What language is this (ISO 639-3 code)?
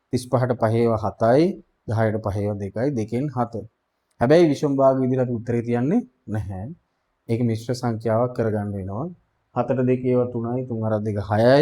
sin